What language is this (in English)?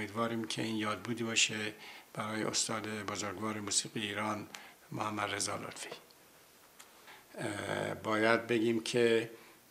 Persian